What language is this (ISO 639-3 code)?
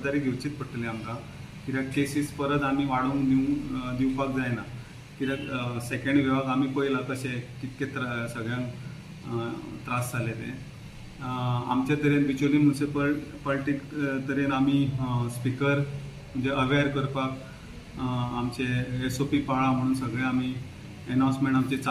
kok